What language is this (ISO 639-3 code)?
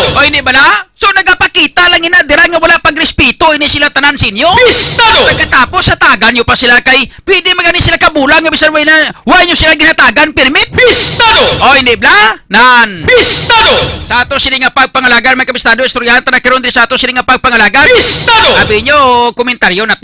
hil